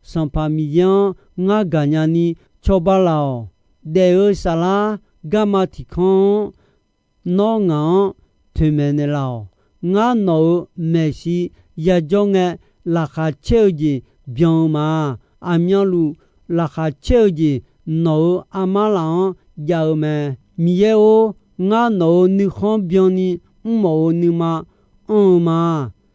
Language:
Akha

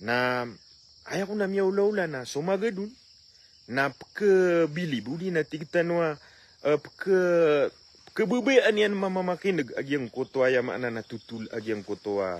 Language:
Maranao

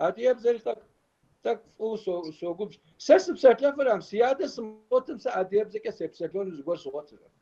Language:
Kabardian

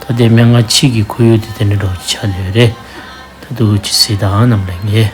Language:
Tibetan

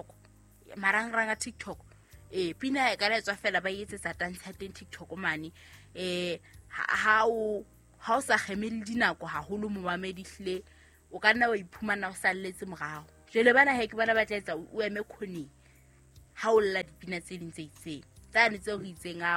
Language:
Southern Sotho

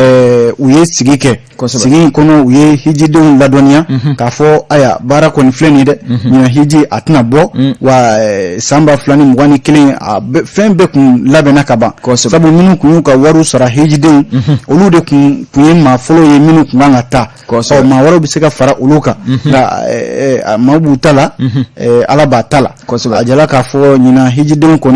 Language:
Bambara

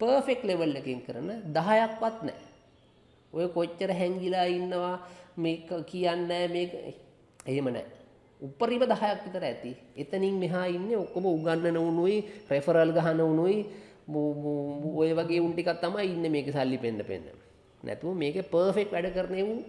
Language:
Sinhala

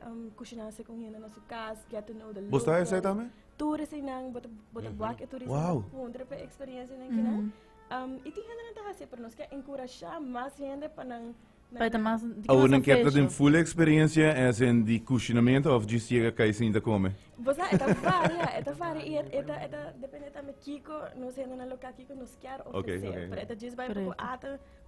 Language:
Papiamento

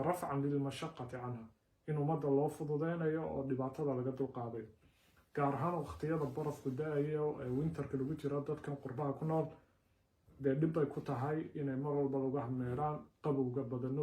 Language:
Somali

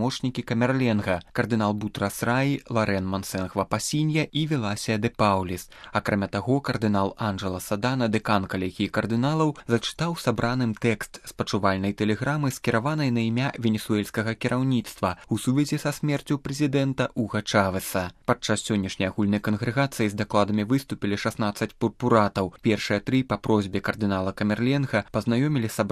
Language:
Belarusian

